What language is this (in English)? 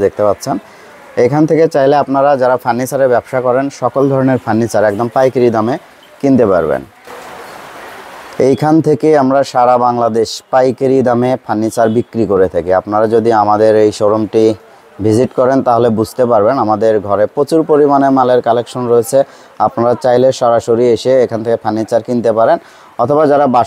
Bangla